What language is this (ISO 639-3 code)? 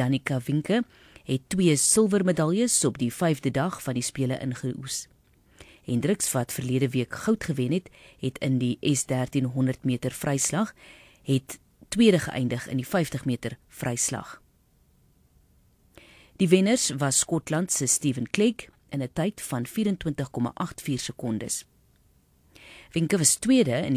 afr